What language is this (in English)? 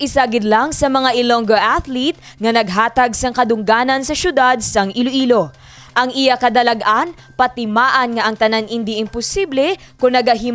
Hiligaynon